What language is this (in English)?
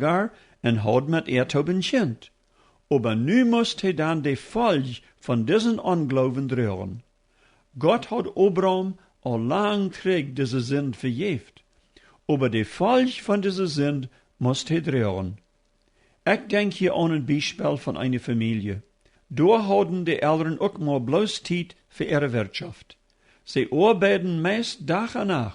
Plautdietsch